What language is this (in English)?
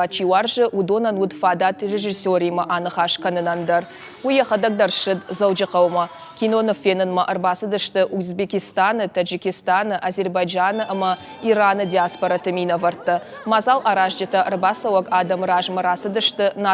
Ossetic